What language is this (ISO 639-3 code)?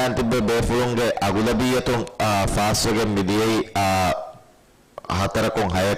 div